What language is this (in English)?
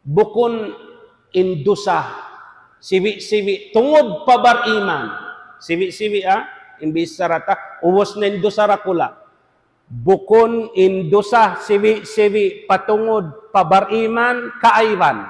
Tausug